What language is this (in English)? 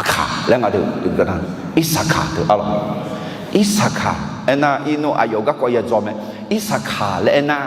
Akha